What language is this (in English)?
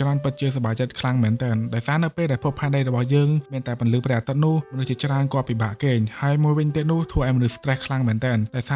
Khmer